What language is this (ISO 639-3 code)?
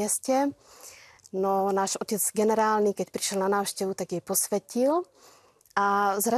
slk